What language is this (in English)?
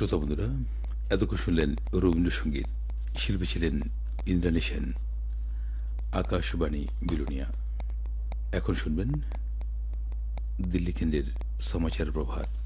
Bangla